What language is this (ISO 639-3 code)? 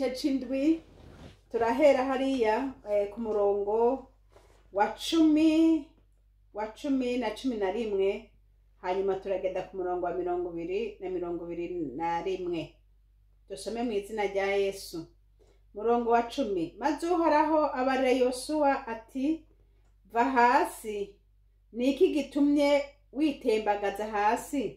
run